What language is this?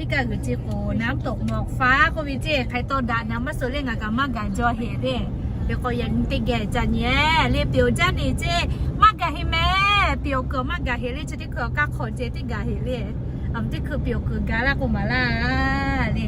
Lahu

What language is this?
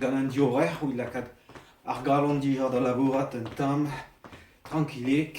Breton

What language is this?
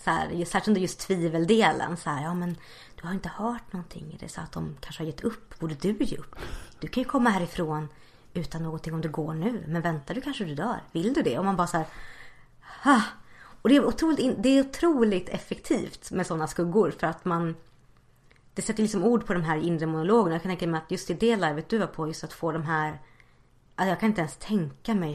Swedish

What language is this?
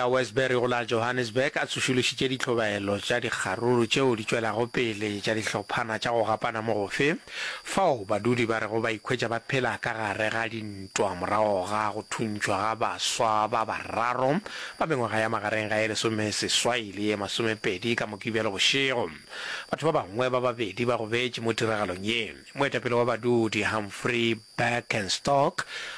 Northern Sotho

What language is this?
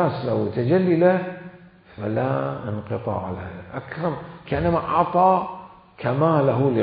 Mesopotamian Arabic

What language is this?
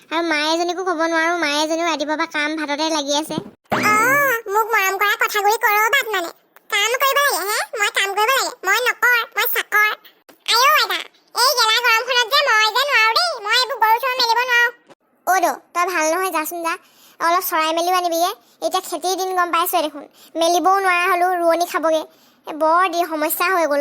Assamese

